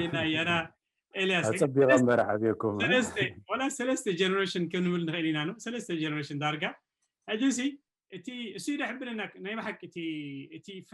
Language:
Tigrinya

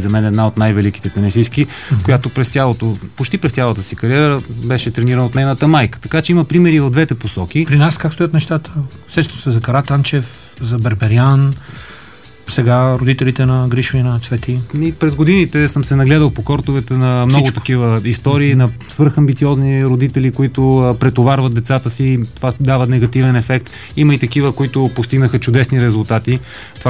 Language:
Bulgarian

